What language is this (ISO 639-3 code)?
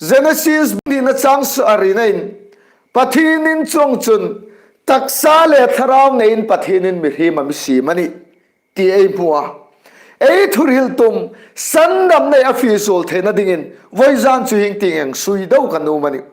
hmr